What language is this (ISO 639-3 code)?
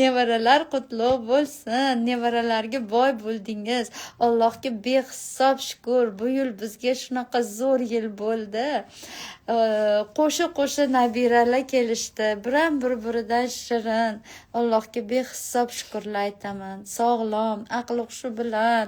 uzb